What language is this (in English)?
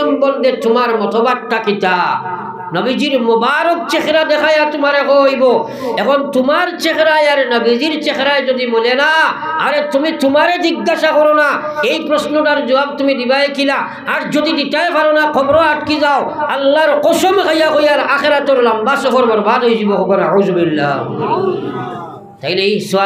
Sylheti